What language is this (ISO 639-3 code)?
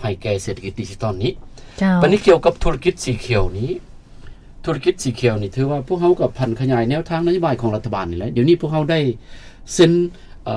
lao